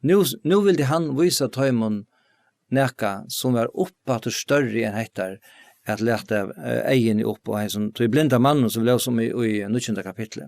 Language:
Faroese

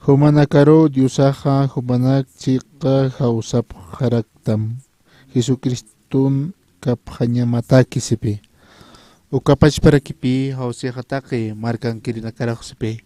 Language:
Aymara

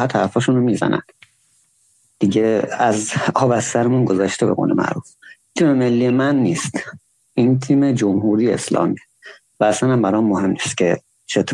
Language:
Persian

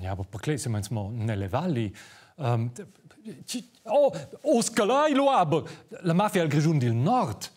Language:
Romansh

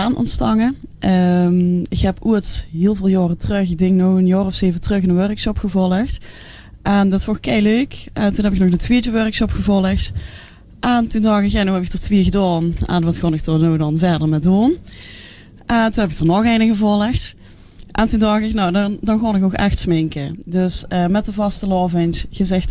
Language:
Limburgish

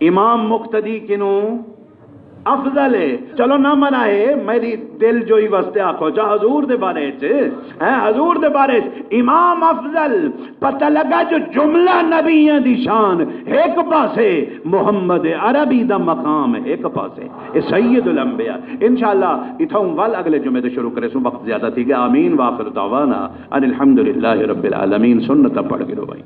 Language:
Saraiki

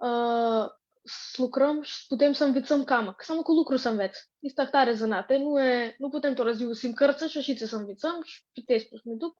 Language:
Aromanian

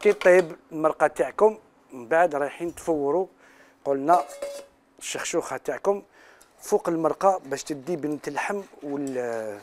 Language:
Algerian Arabic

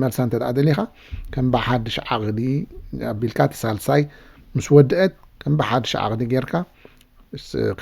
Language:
Tigrinya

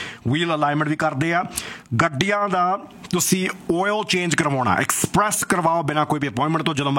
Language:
Punjabi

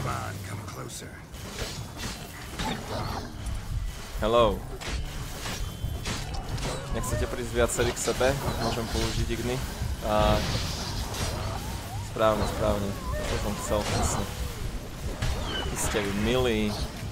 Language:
Slovak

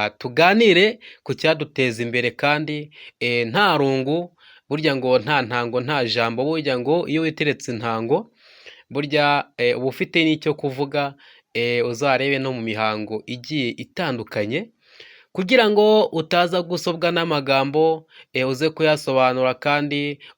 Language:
Kinyarwanda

